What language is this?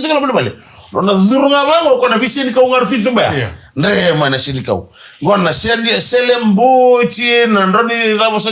Fijian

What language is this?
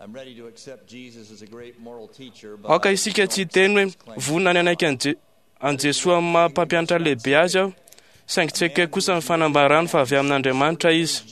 Malagasy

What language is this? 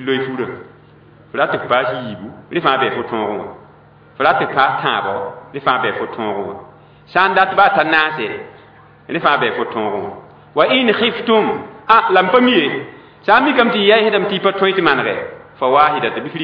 Mossi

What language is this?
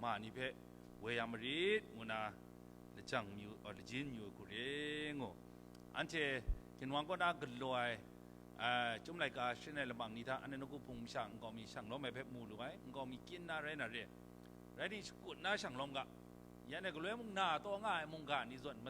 Kachin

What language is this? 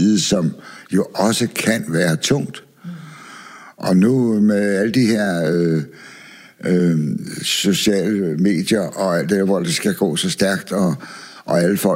Danish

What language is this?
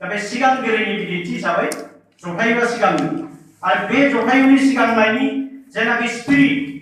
Bodo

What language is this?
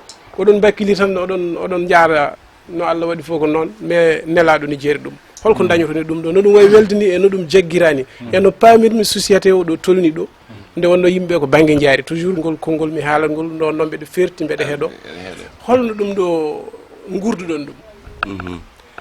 Fula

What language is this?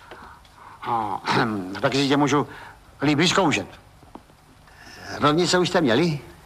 Czech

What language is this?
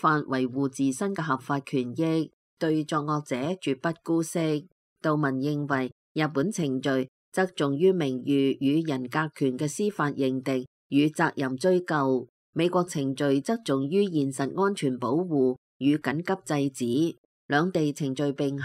Cantonese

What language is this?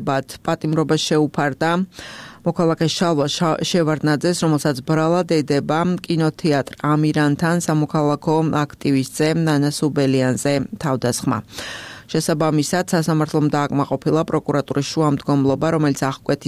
Georgian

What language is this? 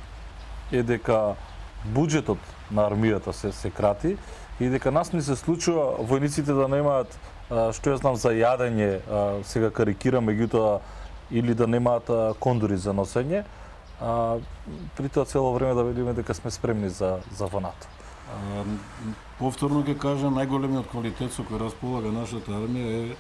Macedonian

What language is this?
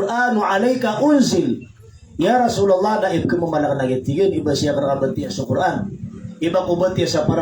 Maranao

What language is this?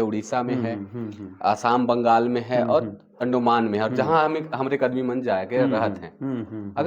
Sadri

